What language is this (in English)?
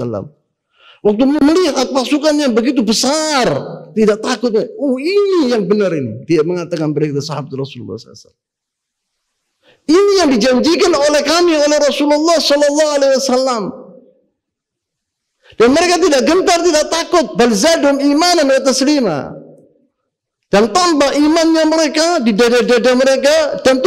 Indonesian